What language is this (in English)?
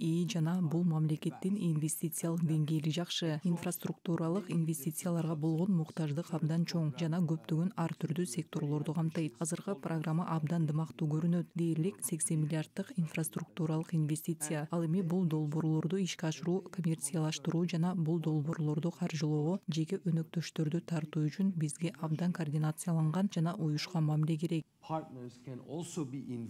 Kyrgyz